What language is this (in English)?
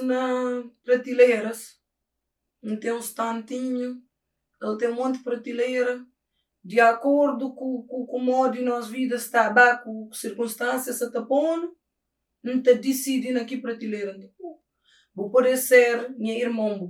Kabuverdianu